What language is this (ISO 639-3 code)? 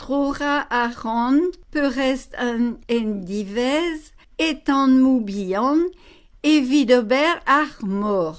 bre